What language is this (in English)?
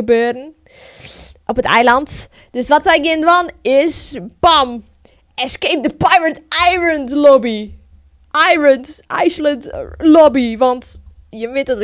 Western Frisian